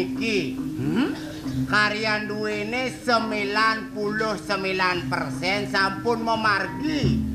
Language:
Balinese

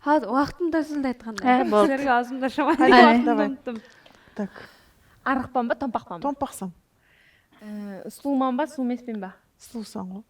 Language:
Kara-Kalpak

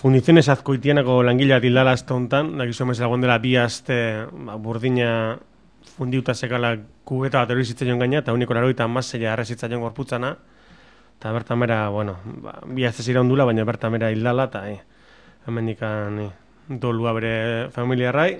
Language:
Basque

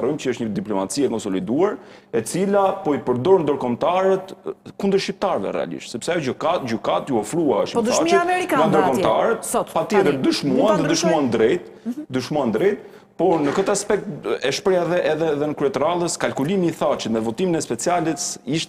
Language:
Albanian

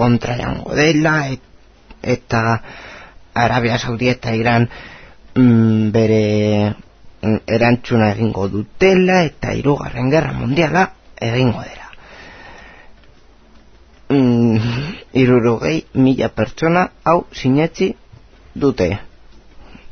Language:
Basque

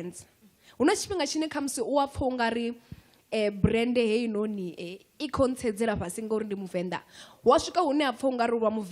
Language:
Venda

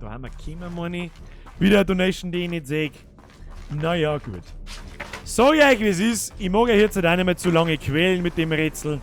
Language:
Bavarian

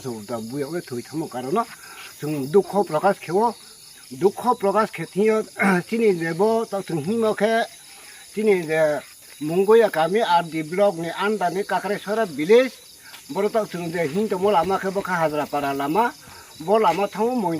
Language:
Riang (India)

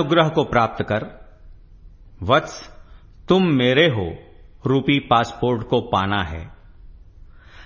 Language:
Hindi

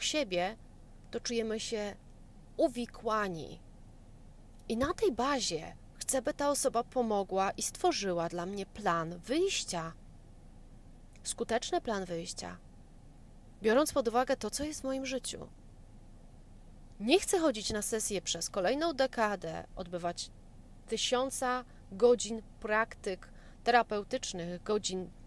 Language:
Polish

